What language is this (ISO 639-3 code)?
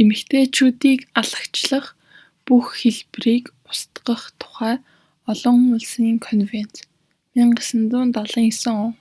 mon